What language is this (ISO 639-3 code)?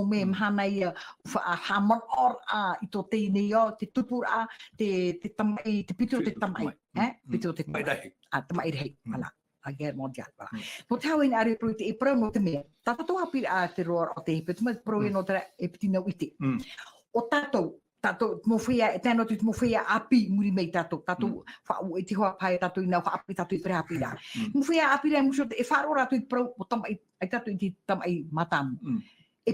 tah